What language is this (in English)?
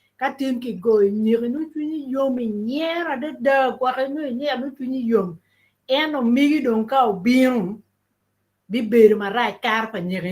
Acoli